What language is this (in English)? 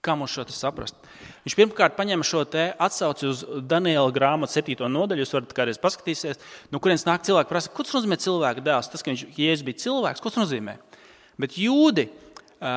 Latvian